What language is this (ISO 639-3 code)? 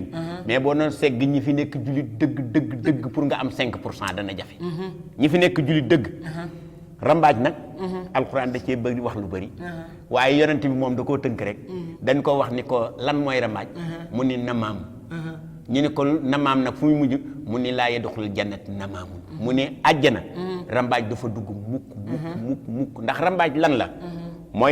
wol